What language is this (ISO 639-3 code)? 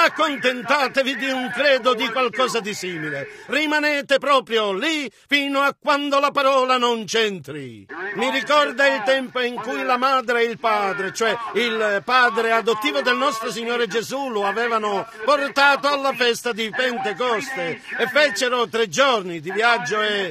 ita